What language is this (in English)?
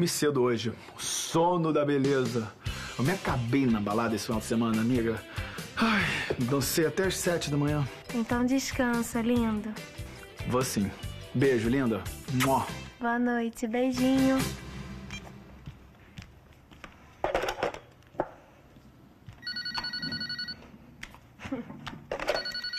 Portuguese